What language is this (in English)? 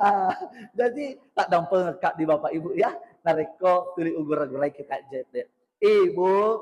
Buginese